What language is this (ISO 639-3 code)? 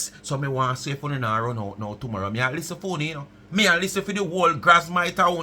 jam